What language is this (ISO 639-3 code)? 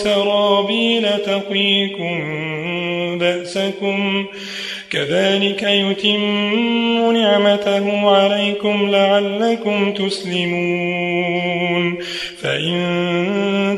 ara